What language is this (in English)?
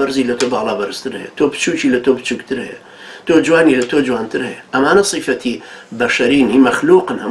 Central Kurdish